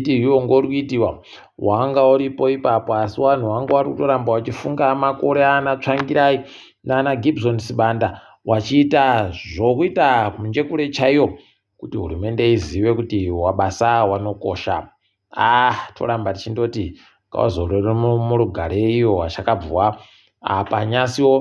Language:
Ndau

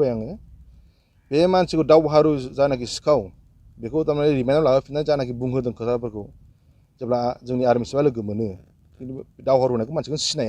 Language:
Bodo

